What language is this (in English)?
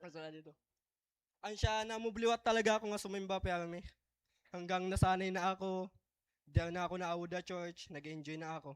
Waray